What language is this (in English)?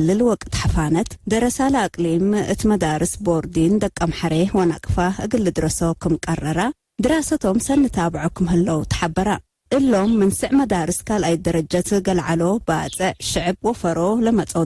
Tigre